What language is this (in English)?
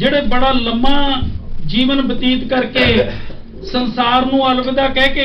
Punjabi